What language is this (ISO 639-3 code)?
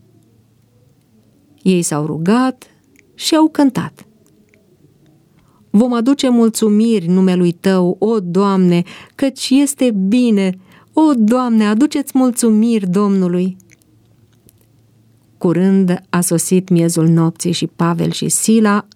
ron